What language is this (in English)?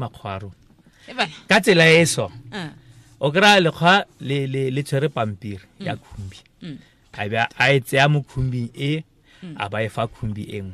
Tswana